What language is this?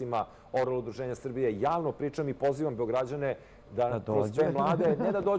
Serbian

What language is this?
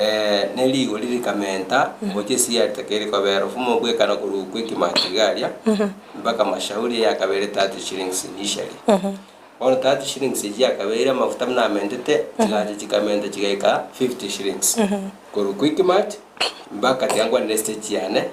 Gusii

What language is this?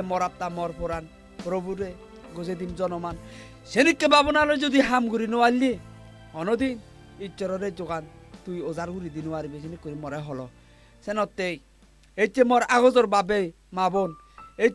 Chakma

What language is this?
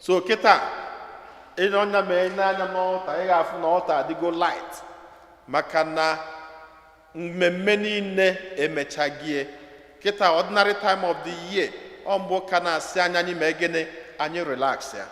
Igbo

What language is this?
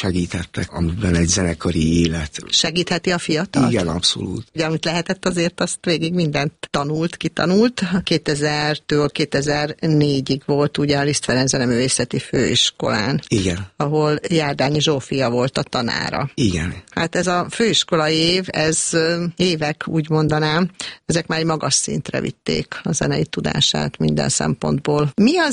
Hungarian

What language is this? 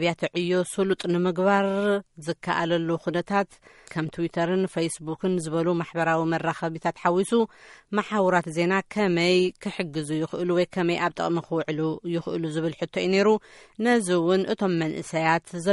Tigrinya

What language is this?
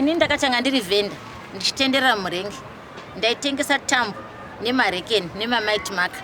Shona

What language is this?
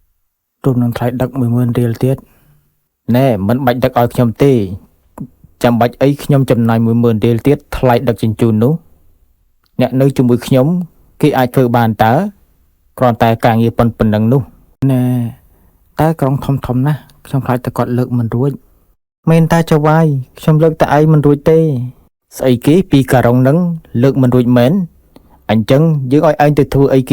Khmer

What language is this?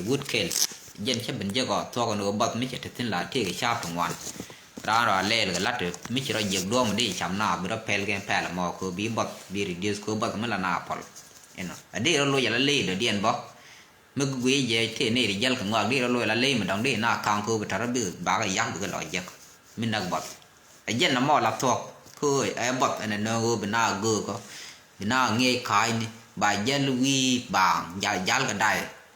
Nuer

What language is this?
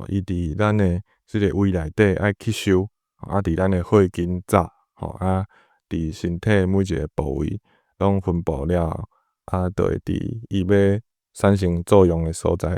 Min Nan Chinese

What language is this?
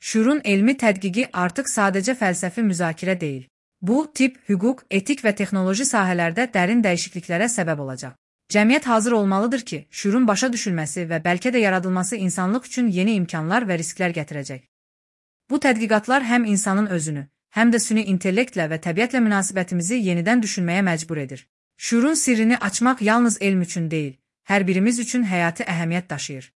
Azerbaijani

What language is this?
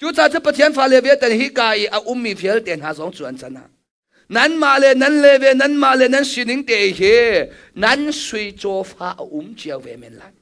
Hakha Chin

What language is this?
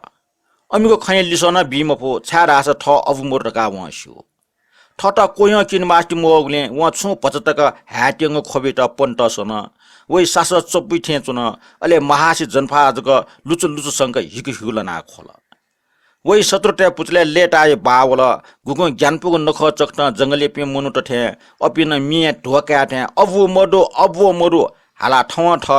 Newari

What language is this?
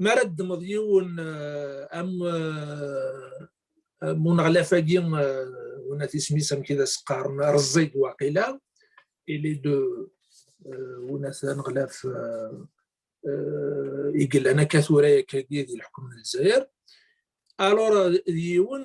Kabyle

